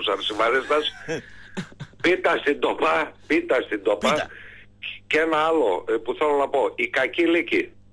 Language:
Greek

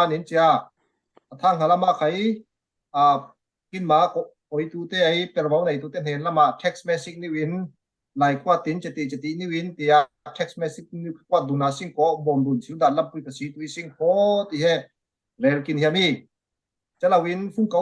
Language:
Falam Chin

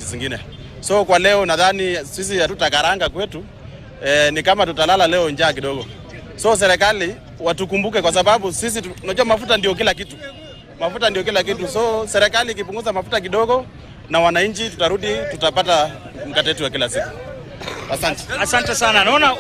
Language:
Swahili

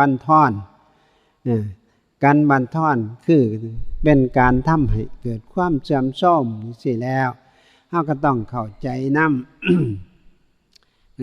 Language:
Northeastern Thai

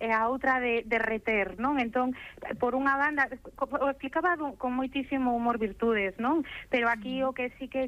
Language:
Galician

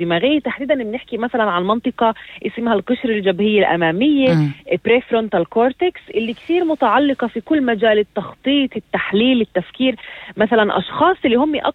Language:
North Levantine Arabic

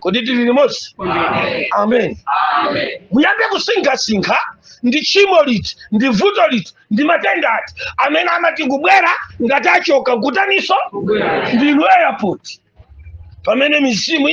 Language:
Nyanja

